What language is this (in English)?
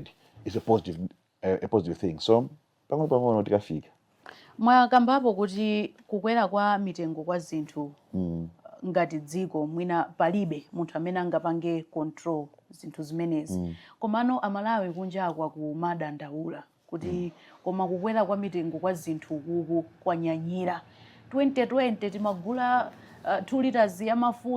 Nyanja